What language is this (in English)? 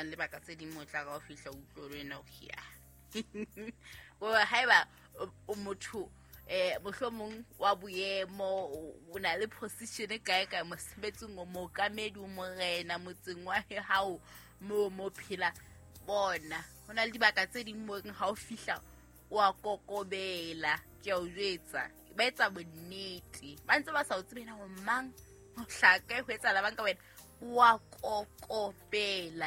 Southern Sotho